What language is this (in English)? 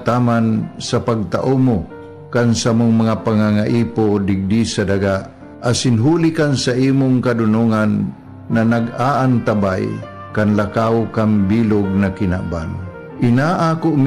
Bikol